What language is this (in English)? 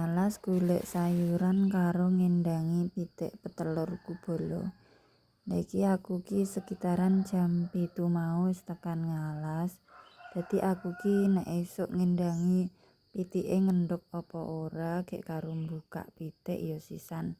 Javanese